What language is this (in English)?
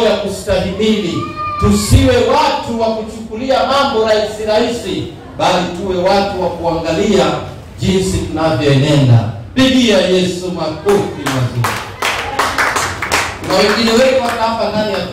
Swahili